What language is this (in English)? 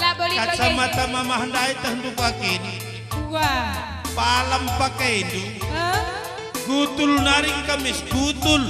Batak Karo